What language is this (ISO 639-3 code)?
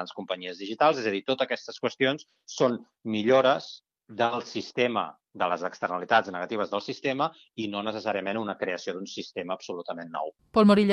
cat